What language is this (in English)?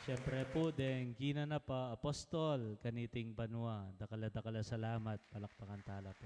Pampanga